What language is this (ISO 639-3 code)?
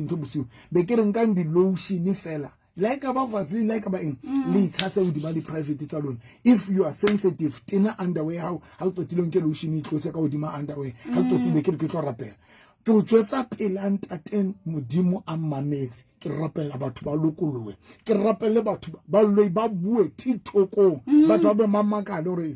sot